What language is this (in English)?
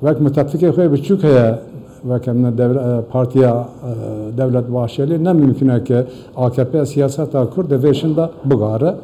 Kurdish